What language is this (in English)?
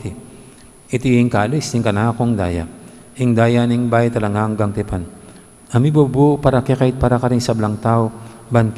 Pampanga